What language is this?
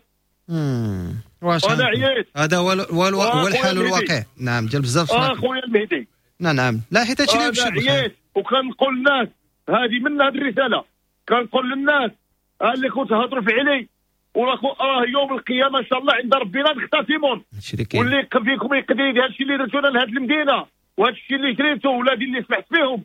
Moroccan Arabic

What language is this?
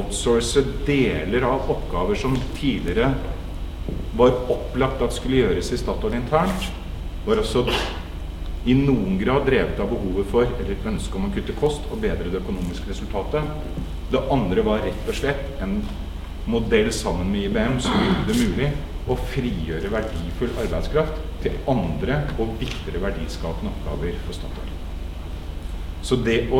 Norwegian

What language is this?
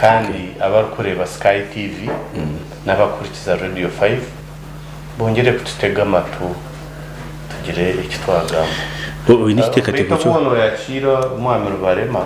Nyankole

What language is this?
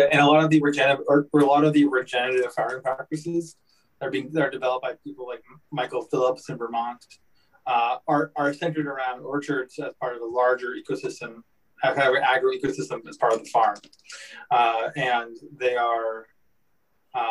English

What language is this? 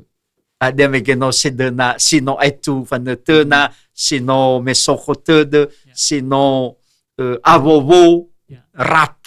Nias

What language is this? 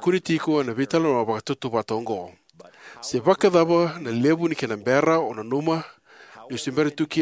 Fijian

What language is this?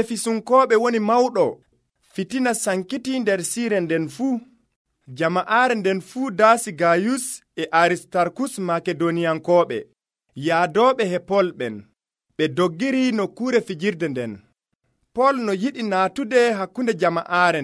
Nigerian Fulfulde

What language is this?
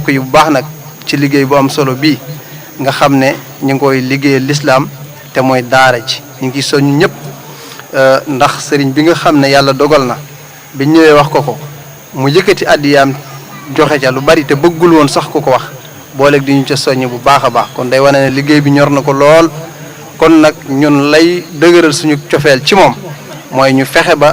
Wolof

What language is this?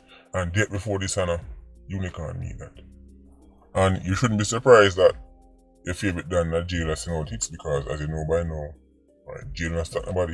Jamaican Creole English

